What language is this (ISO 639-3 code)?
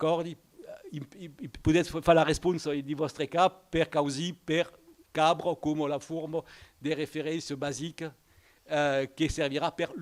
oci